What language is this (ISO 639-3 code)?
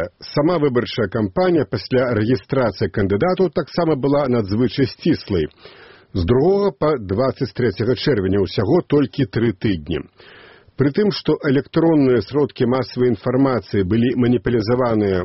bel